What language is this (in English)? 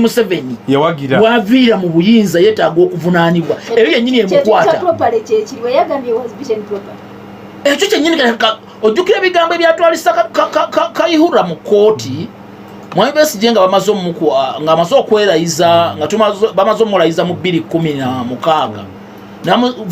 Ganda